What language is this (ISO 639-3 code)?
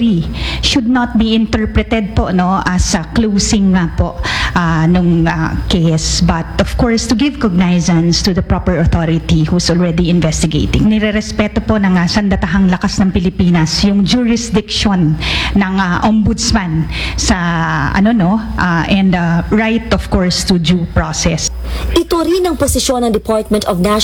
fil